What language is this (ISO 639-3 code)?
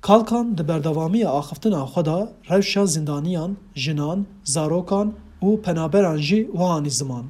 kur